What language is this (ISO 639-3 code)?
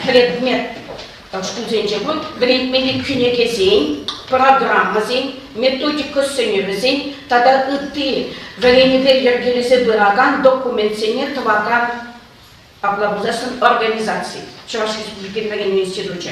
chv